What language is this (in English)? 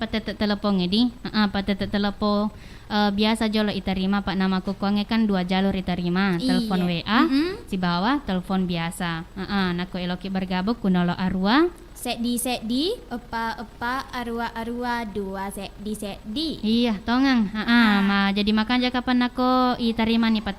Buginese